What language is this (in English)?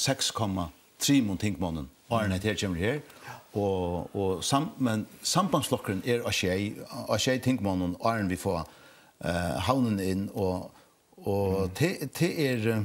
Faroese